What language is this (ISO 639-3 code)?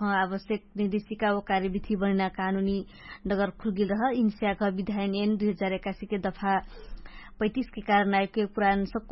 thl